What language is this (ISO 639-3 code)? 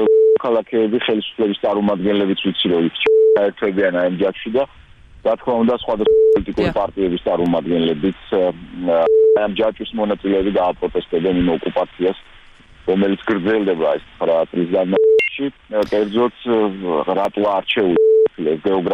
kat